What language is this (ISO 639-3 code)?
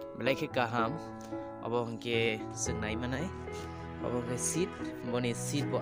trp